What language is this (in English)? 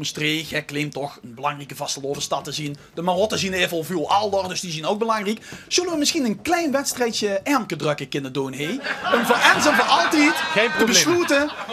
Limburgish